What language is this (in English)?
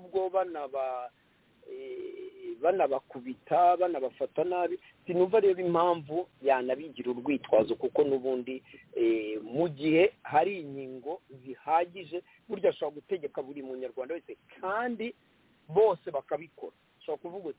Kinyarwanda